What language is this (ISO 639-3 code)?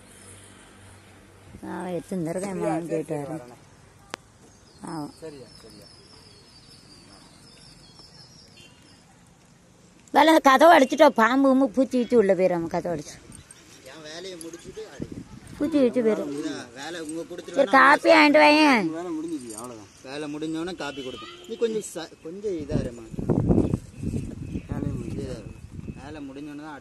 tam